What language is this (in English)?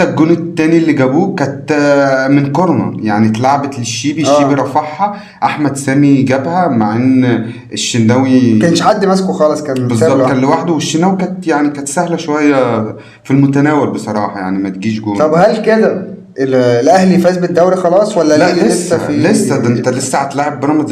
Egyptian Arabic